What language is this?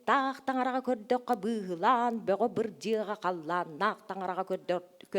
Yakut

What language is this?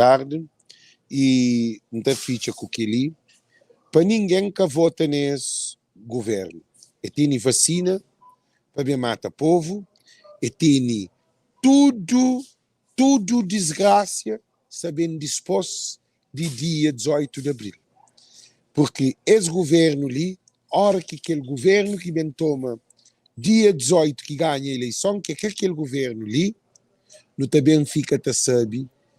Kabuverdianu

